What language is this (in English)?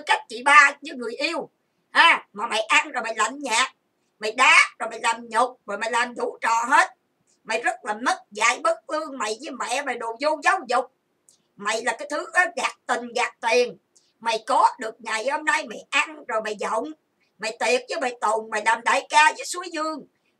Vietnamese